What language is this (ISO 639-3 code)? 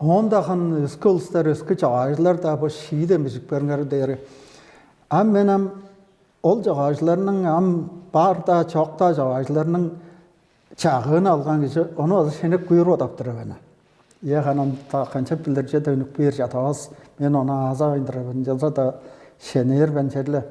tyv